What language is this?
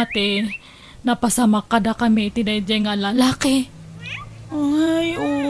Iloko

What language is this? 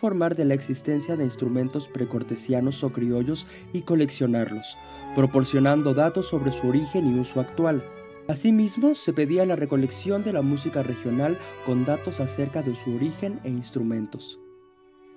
Spanish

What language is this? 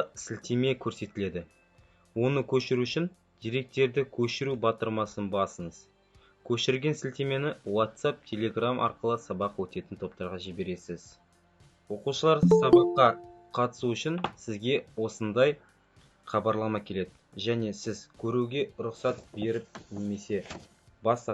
Kazakh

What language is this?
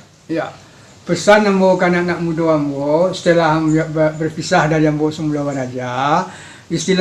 Minangkabau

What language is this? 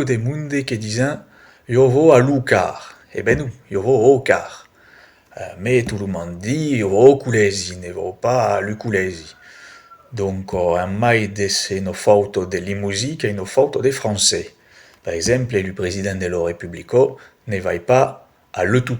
Occitan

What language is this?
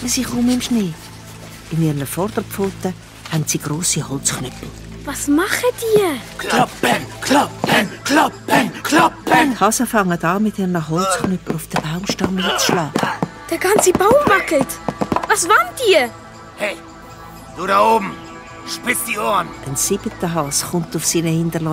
Swiss German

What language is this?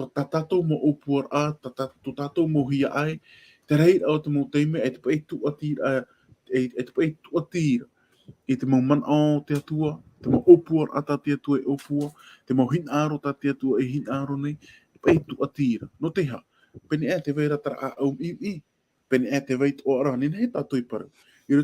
Tahitian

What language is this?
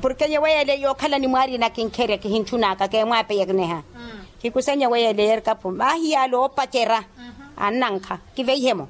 Makhuwa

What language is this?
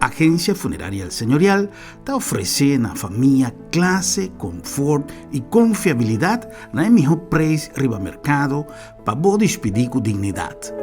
Papiamento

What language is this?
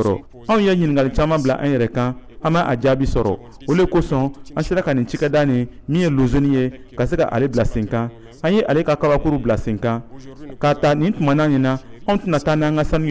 Bambara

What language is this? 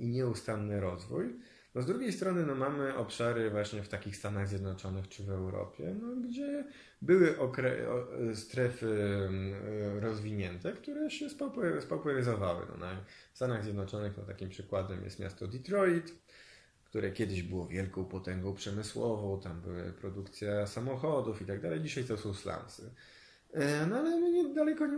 Polish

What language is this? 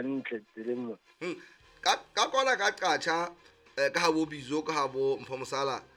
Southern Sotho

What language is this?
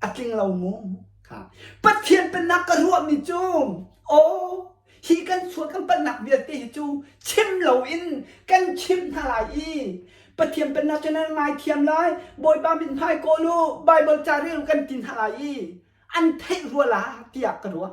Hakha Chin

